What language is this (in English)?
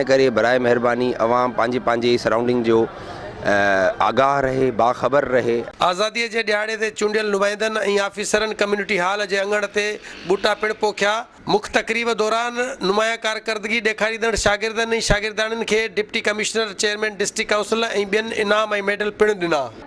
Sindhi